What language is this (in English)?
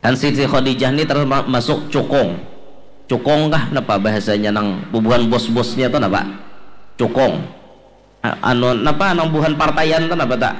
Banjar